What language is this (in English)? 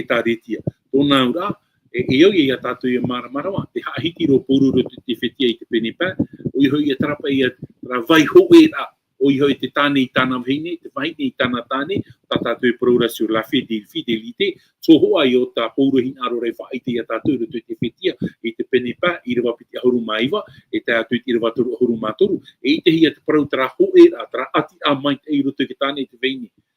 Tahitian